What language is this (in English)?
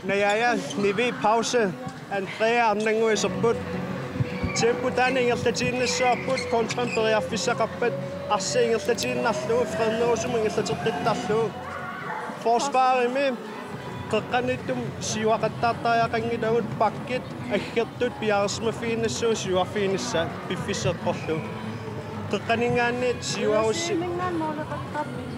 Kalaallisut